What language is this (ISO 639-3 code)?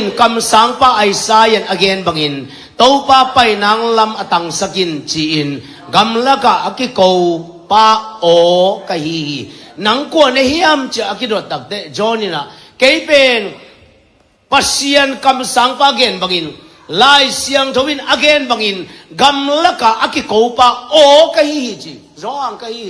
ctd